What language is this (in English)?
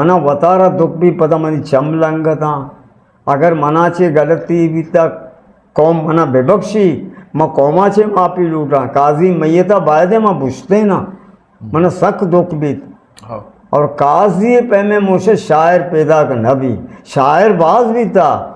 Eastern Balochi